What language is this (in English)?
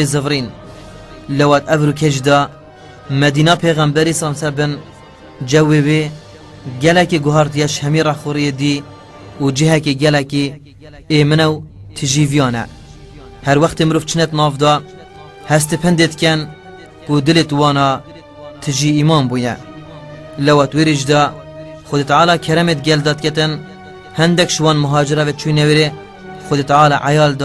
Kurdish